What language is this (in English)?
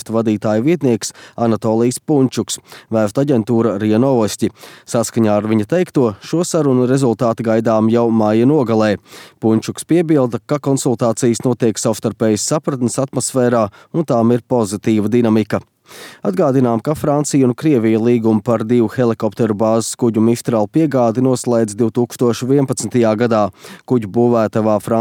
Latvian